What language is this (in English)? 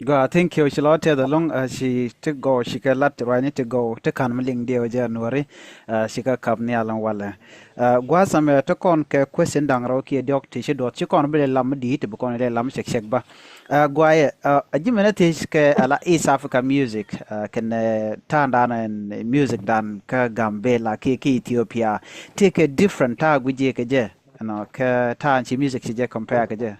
Nuer